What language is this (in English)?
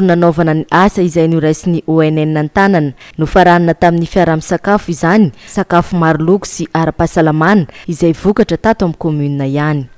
Malagasy